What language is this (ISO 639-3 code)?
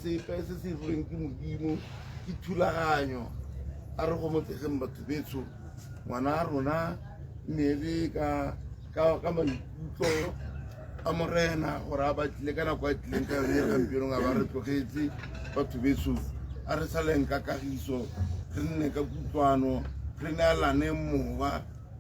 tsn